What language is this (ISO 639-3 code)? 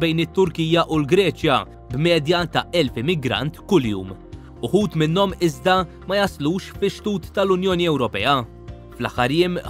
mlt